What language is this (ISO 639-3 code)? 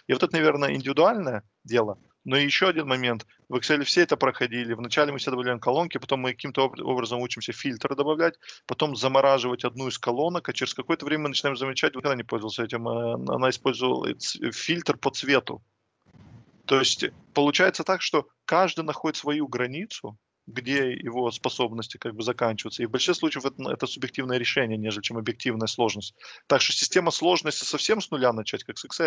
rus